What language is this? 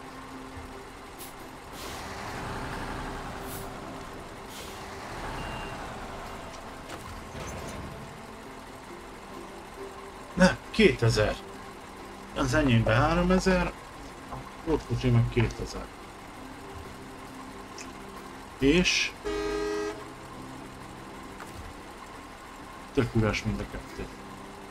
Hungarian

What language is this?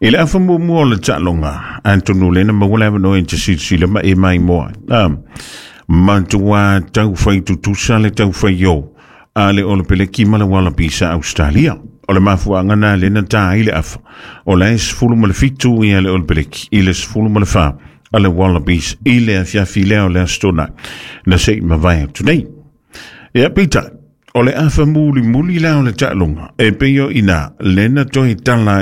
Samoan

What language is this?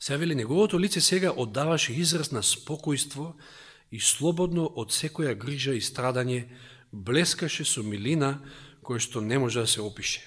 Macedonian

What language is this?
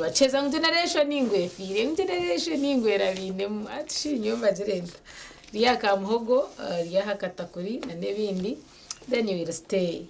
Nyankole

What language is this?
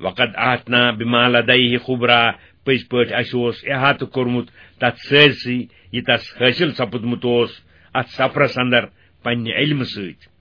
Kashmiri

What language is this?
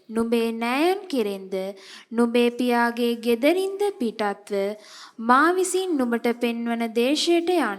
Sinhala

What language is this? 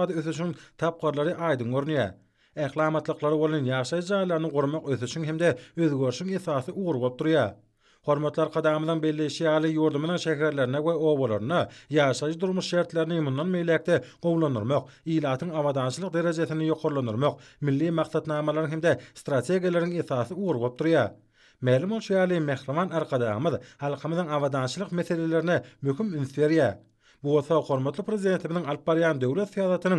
Turkmen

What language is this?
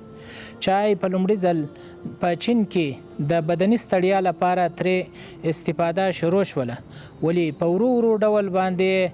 Pashto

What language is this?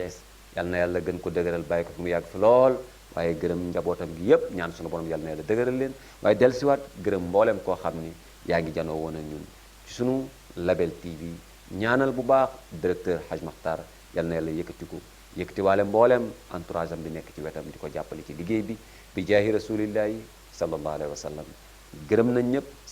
Wolof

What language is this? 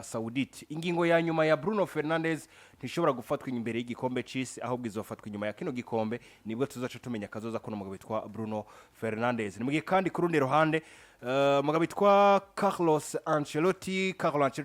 Rundi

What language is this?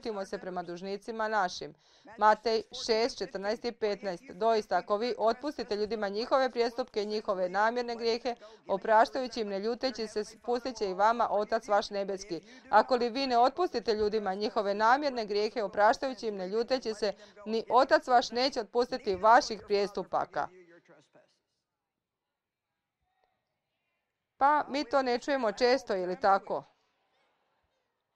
Croatian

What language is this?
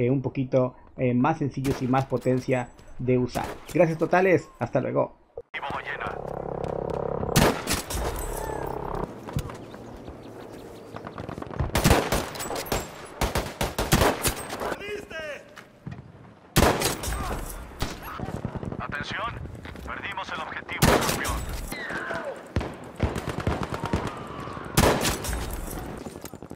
Spanish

